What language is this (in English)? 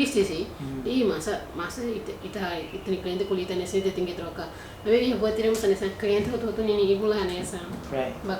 Tetum